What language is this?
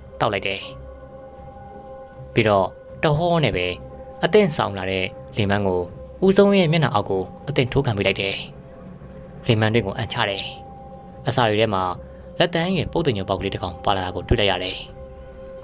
Burmese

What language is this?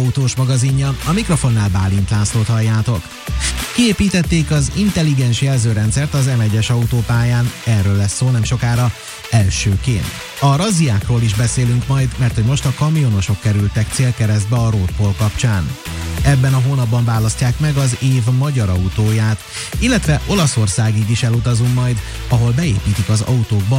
Hungarian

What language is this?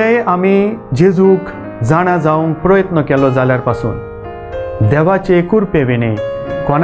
Konkani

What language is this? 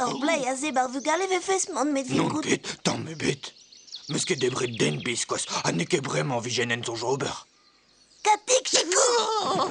Breton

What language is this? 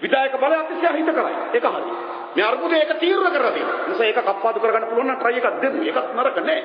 Sinhala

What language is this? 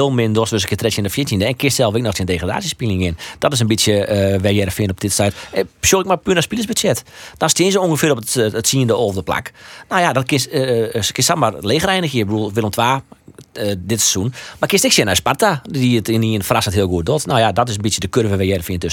Western Frisian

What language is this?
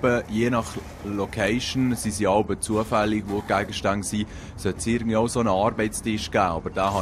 Swiss German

